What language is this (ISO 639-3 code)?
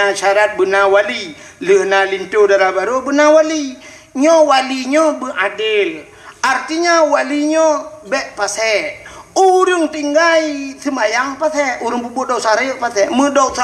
ace